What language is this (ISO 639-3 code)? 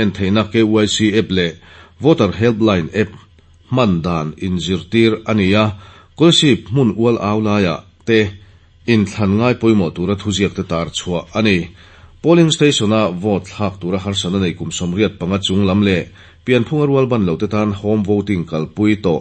lus